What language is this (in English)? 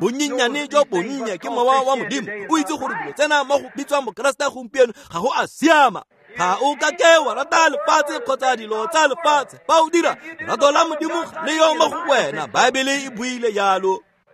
Tswana